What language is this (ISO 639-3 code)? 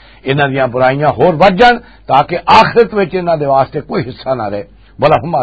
lah